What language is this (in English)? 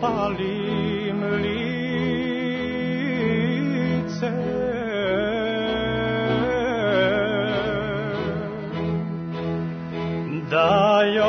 Serbian